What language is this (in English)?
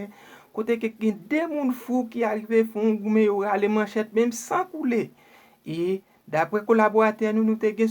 Haitian Creole